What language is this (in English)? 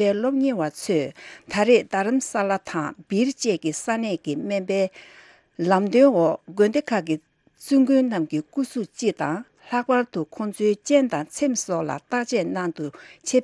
Tibetan